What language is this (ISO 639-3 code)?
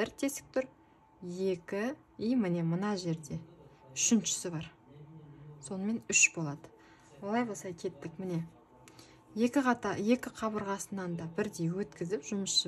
kaz